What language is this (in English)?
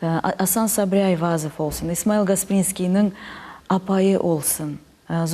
Crimean Tatar